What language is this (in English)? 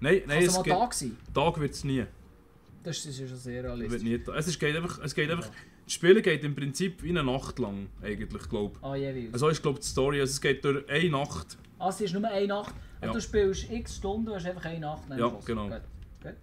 Swiss German